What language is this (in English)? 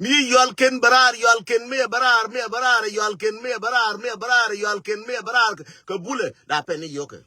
Nuer